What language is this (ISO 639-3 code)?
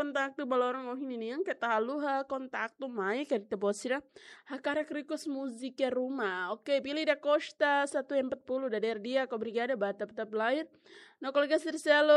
tet